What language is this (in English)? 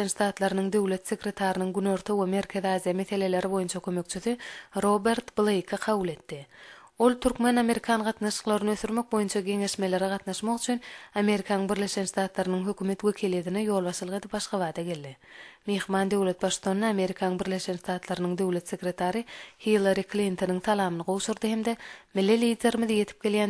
Turkmen